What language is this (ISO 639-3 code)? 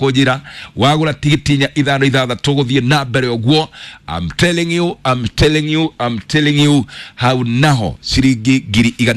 kik